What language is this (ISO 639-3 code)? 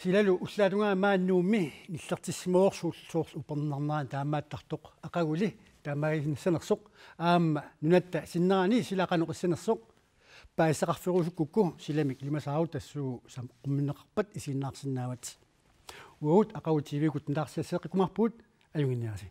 kal